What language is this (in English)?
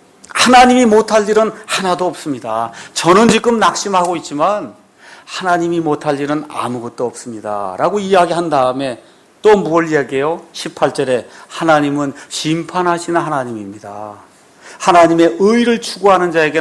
Korean